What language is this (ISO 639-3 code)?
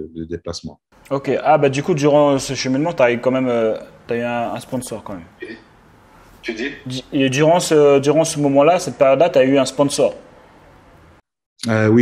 fra